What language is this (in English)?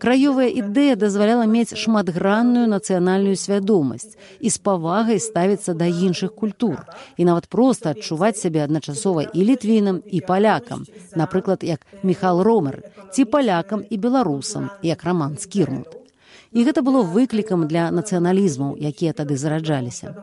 Belarusian